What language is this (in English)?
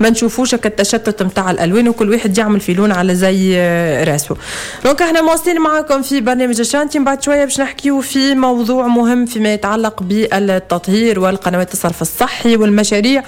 Tunisian Arabic